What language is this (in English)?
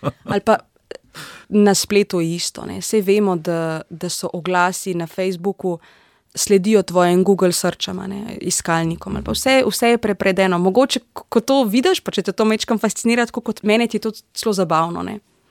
Slovenian